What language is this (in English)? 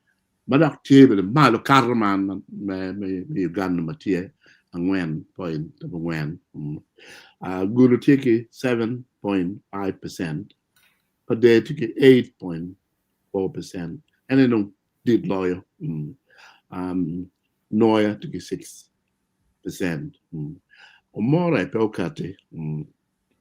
Acoli